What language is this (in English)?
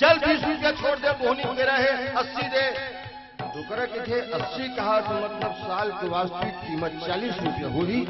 Chhattisgarhi